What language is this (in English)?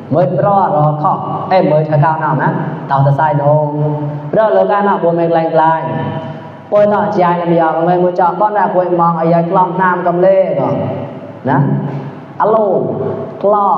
Mon